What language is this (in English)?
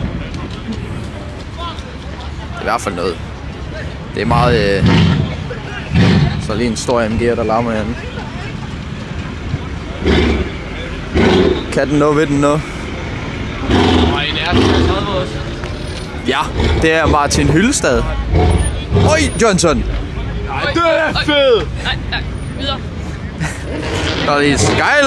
Danish